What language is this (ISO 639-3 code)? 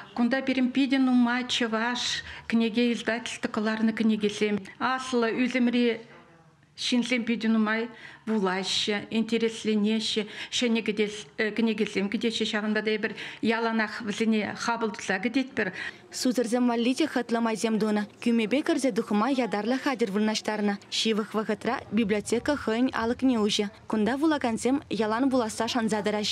chv